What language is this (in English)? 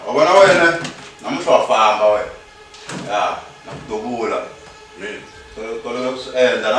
Tsonga